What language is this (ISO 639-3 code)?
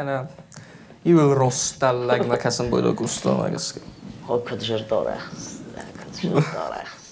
oss